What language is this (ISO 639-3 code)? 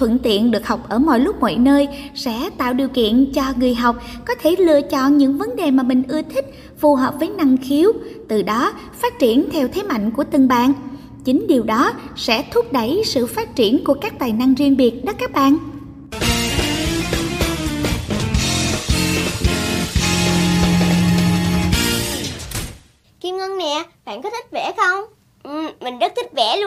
vie